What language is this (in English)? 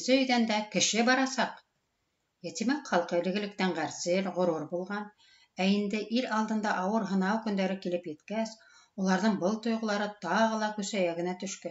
Bashkir